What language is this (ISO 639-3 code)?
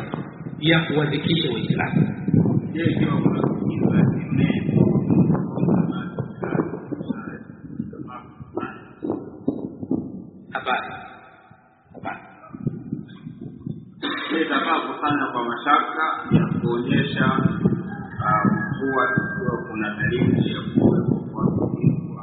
swa